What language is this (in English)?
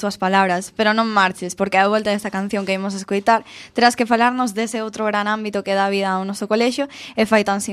Galician